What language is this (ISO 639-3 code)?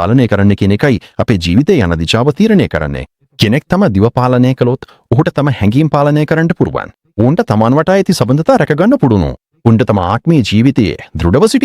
sin